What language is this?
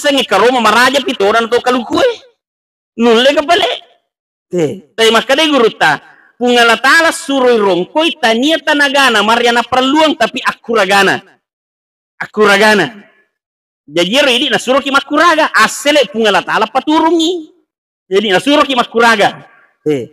Buginese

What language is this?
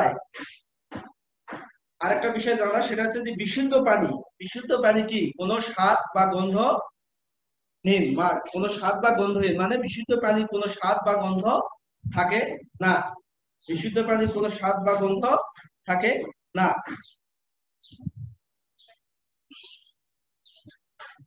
Bangla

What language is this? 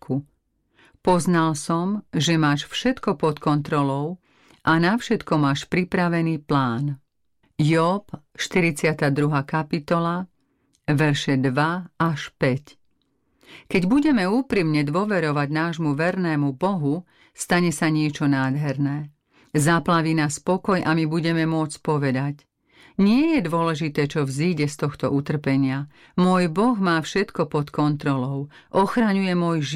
Slovak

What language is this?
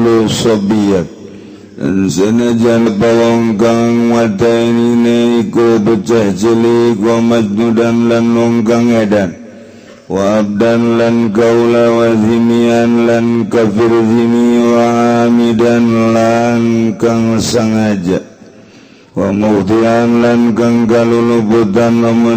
Sundanese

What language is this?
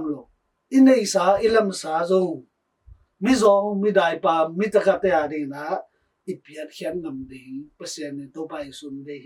Tedim Chin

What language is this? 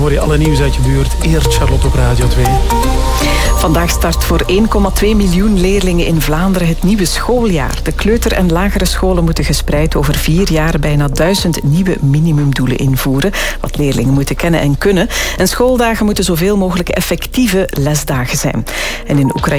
Dutch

